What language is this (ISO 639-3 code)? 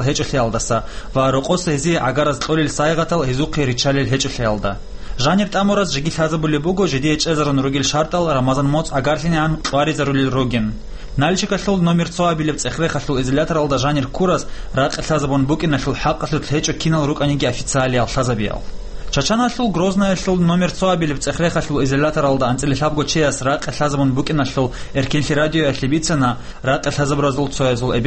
ava